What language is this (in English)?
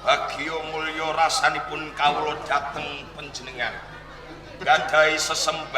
Javanese